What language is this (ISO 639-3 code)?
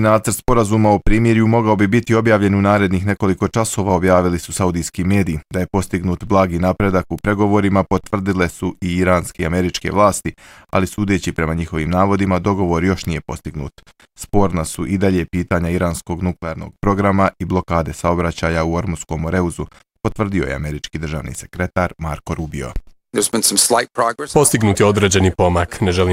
bos